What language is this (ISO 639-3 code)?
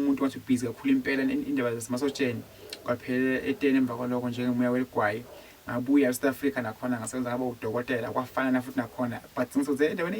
zul